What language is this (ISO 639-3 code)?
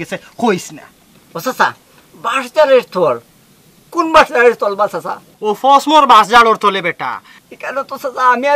syl